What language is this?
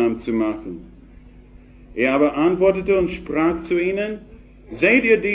German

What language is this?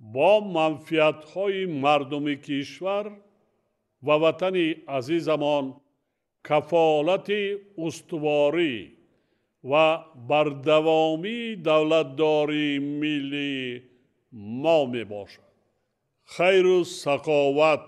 Tajik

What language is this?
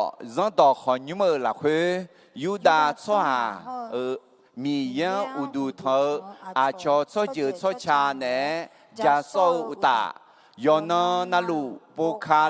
Akha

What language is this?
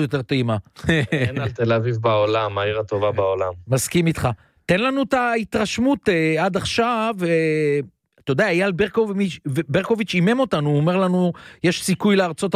Hebrew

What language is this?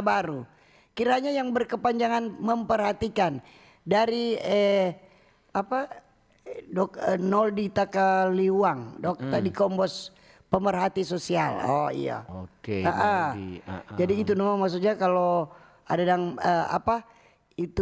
Manado Malay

